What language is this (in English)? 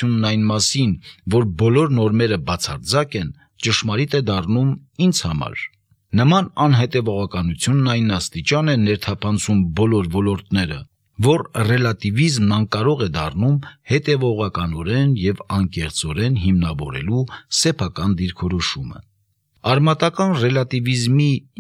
Armenian